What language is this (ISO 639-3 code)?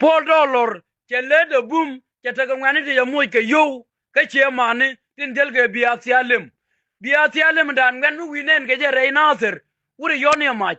nus